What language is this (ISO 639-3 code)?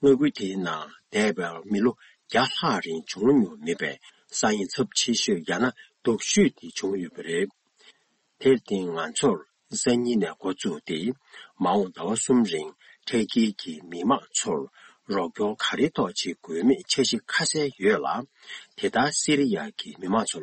bod